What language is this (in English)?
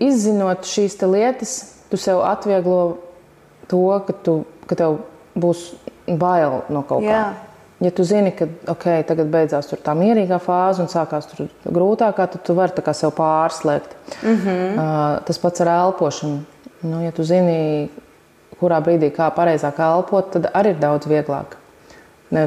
Latvian